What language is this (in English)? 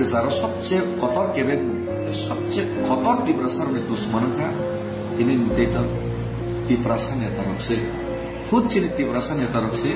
Kok Borok